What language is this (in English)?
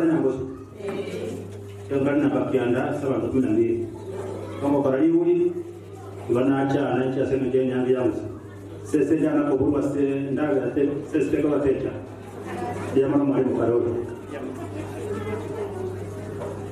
Swahili